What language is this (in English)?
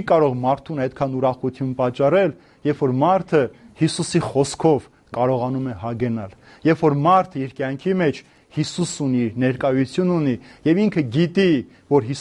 Armenian